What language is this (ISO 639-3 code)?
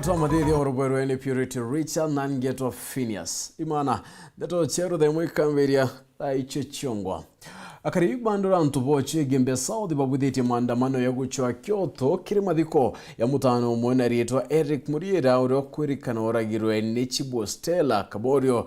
mer